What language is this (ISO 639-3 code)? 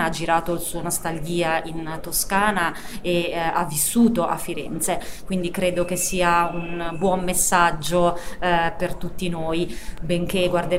ita